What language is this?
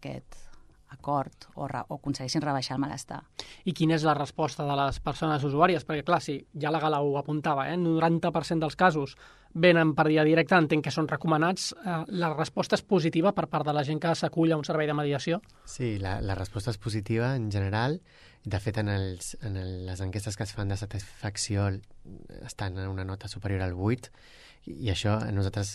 Catalan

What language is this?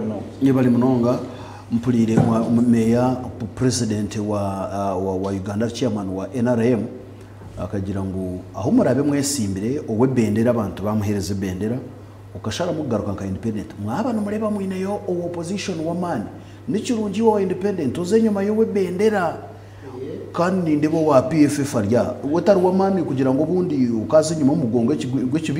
Nyankole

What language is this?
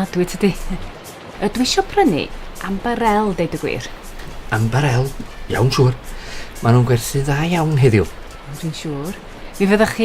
Welsh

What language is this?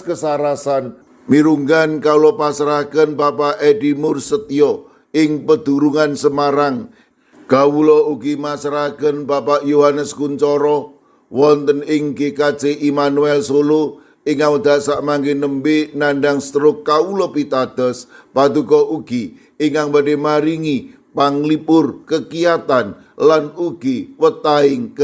Javanese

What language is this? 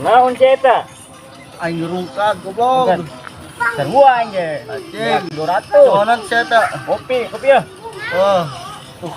Sundanese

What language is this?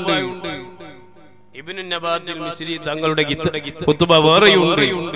Malayalam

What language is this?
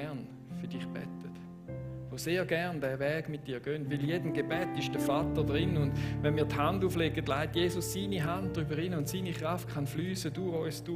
Swiss German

